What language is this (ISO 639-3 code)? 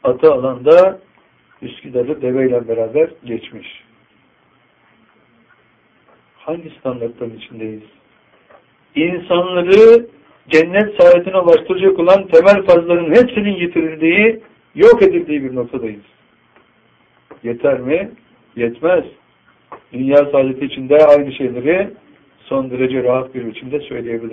tur